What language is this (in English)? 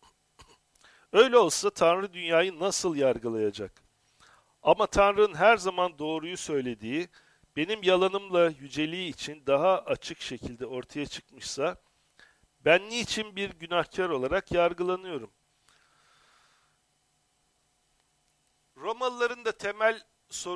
Turkish